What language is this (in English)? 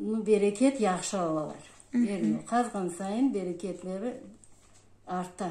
Crimean Tatar